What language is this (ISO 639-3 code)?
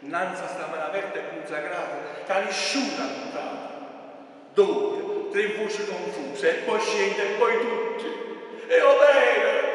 nap